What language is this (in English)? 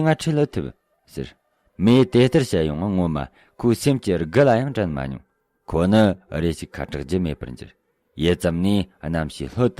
Tibetan